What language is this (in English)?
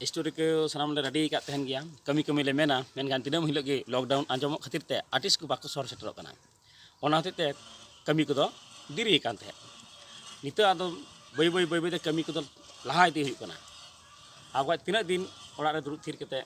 Santali